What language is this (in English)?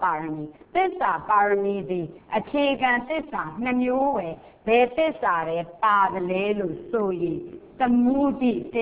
Burmese